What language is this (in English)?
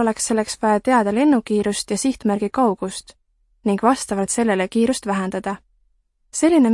Estonian